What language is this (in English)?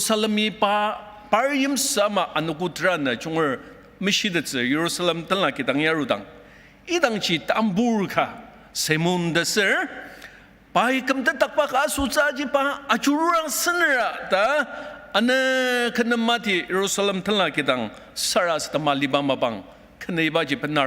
Ao Naga